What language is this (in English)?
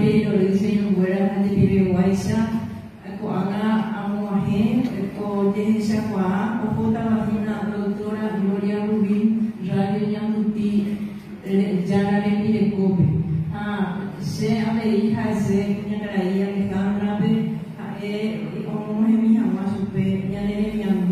Guarani